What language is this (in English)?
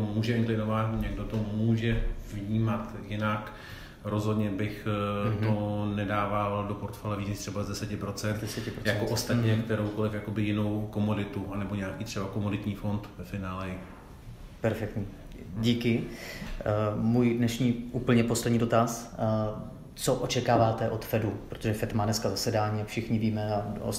Czech